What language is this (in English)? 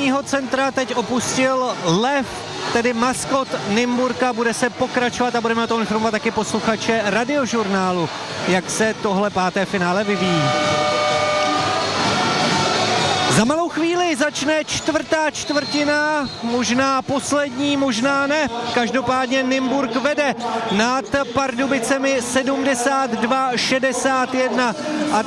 Czech